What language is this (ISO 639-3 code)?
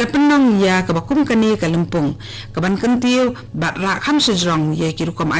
kha